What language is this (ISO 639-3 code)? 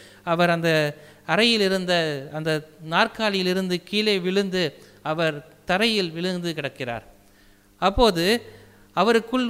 tam